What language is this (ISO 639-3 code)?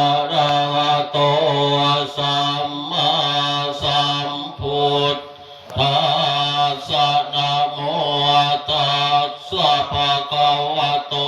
pli